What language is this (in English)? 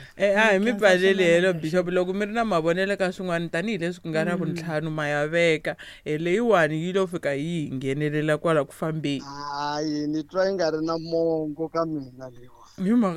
Tsonga